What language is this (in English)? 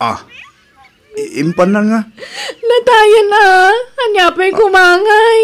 Iloko